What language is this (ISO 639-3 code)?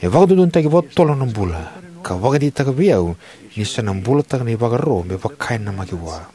fij